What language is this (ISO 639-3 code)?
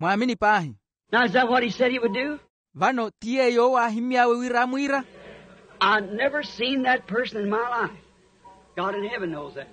vmw